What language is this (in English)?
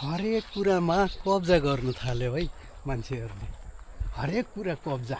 Nepali